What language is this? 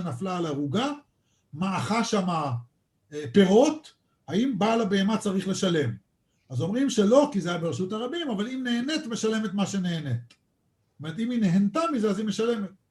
Hebrew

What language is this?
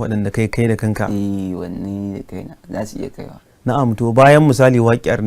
Hausa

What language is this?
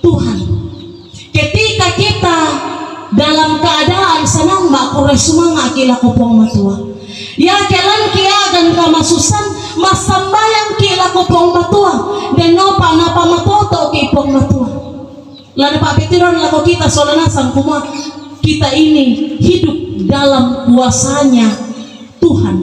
Toraja-Sa'dan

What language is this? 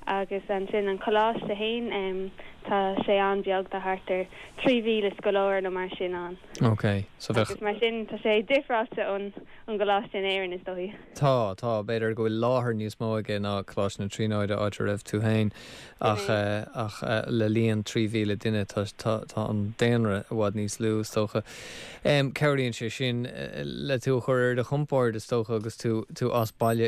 Irish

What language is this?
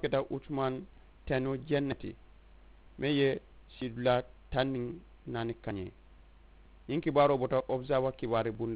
Mandingo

